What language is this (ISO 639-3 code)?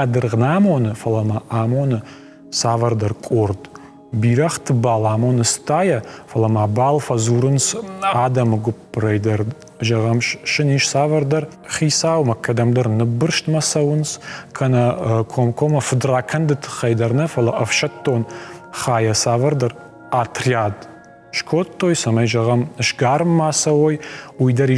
oss